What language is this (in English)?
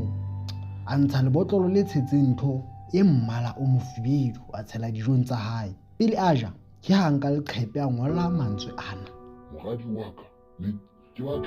Southern Sotho